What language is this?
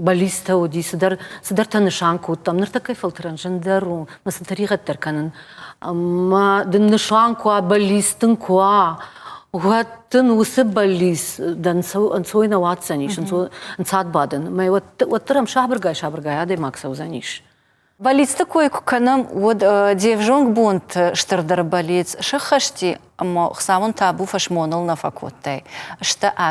Ossetic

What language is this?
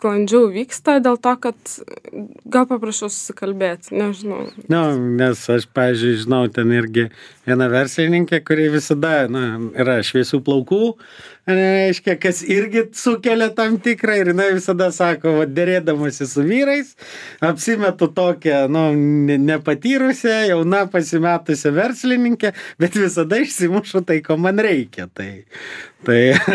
Lithuanian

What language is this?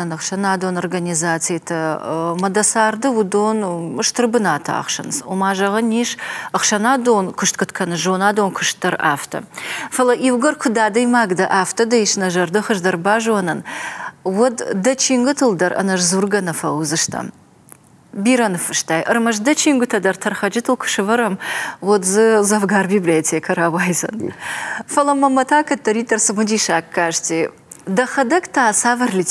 Ossetic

